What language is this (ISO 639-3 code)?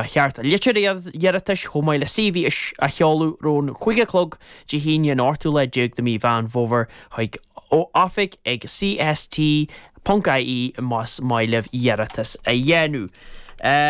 gle